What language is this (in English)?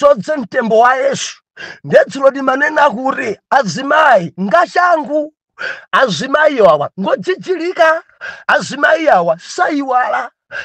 Nyanja